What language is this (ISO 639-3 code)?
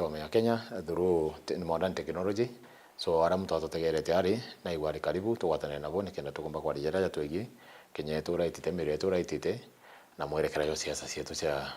mer